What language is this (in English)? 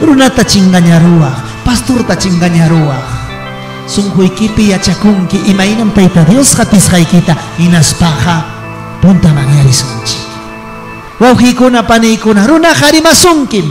Ayacucho Quechua